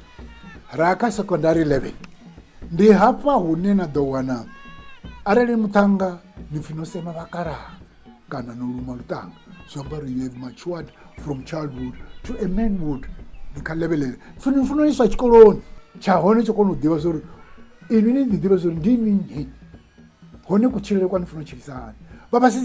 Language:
Venda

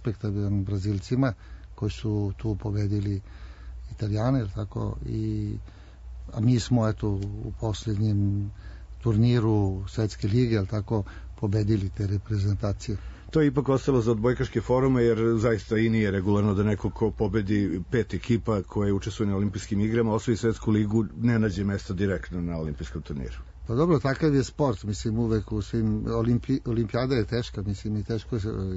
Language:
Serbian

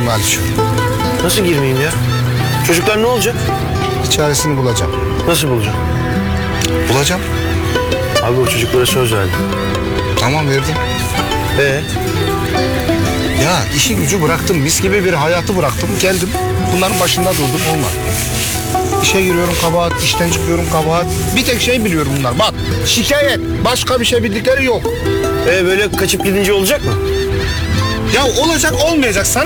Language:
Turkish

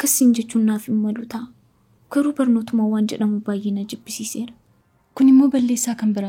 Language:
Oromo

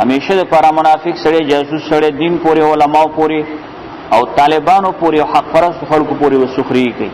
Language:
Pashto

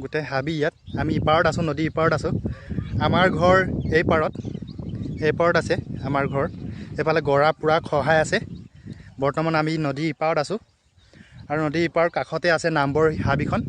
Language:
Assamese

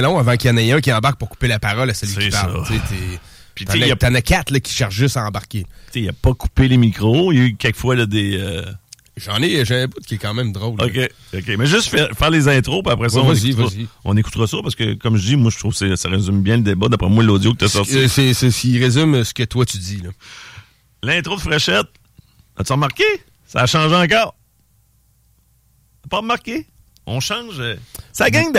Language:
French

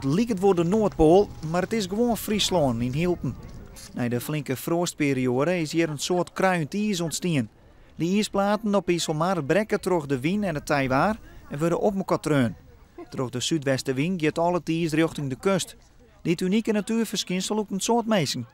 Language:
Western Frisian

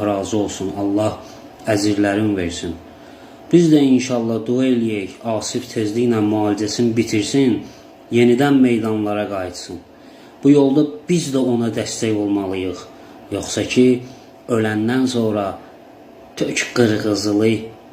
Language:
Azerbaijani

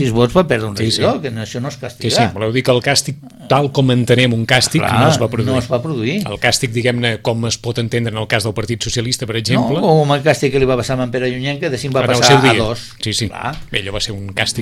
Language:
Catalan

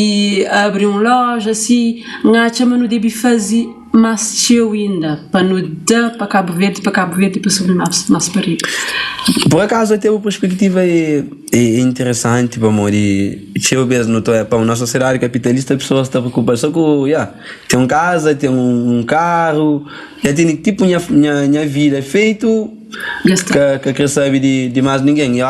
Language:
Kabuverdianu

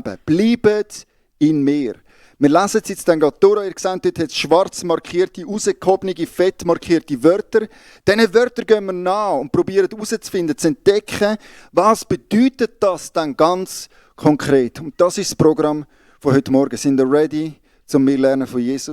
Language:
Swiss German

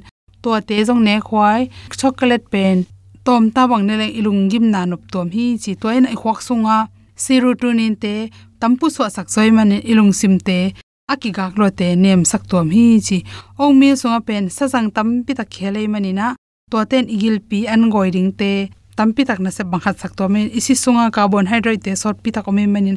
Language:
Tedim Chin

